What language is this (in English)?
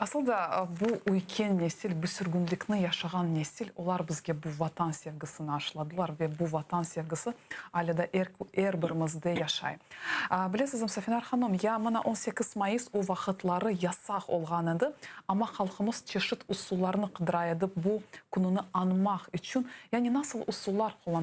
Crimean Tatar